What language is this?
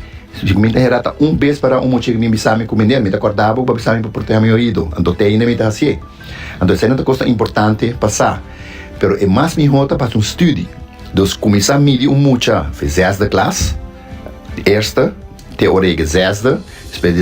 Papiamento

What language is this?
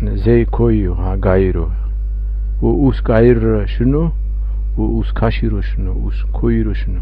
Zaza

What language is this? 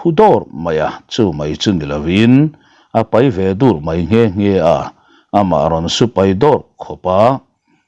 Mizo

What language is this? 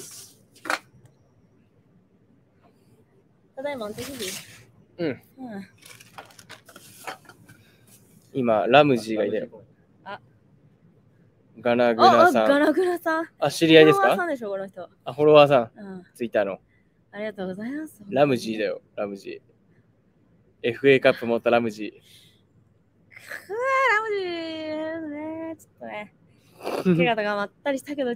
Japanese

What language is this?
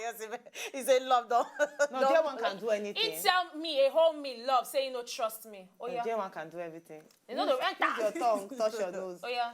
Nigerian Pidgin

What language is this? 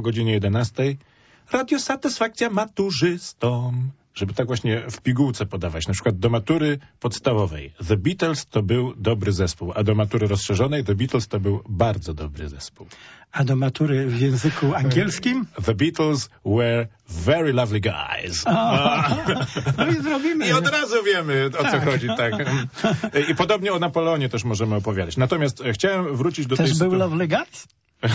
Polish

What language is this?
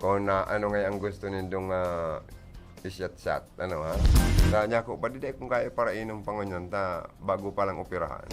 Bikol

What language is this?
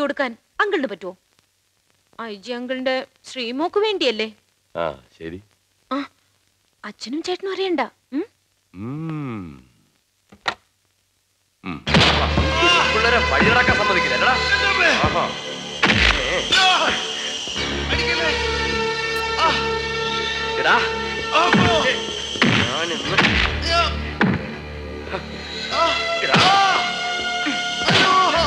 Malayalam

